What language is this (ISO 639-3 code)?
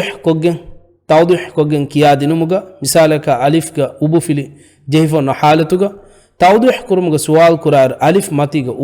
div